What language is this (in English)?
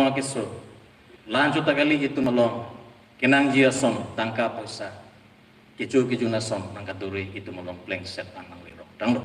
Karbi